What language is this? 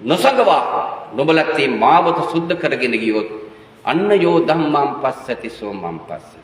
Sinhala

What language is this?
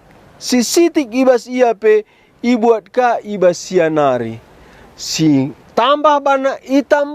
Batak Karo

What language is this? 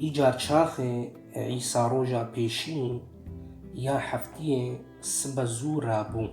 Kurdish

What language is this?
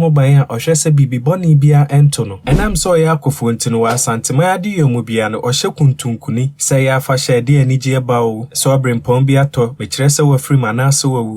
Akan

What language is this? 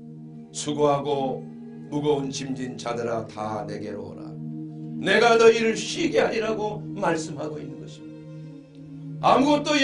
Korean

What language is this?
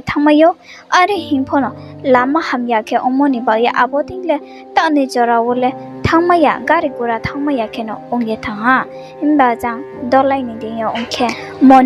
Riang (India)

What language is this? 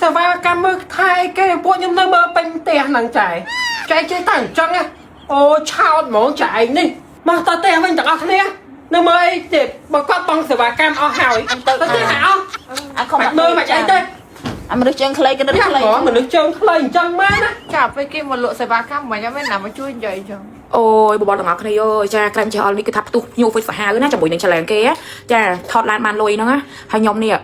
Khmer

